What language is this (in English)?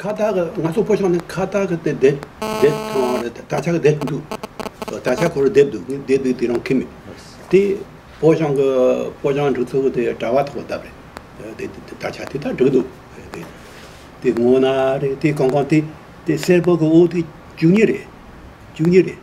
Tibetan